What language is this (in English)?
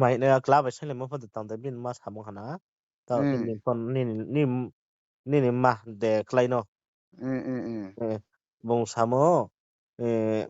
Riang (India)